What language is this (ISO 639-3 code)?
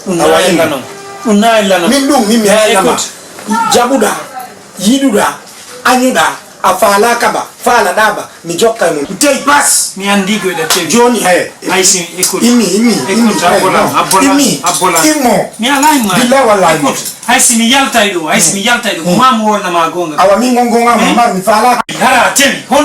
ful